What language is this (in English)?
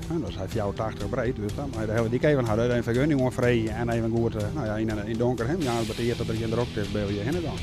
Western Frisian